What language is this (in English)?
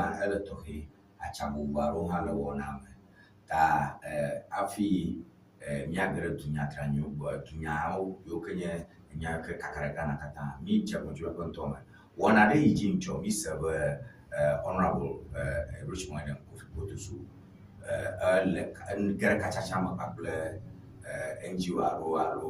Ewe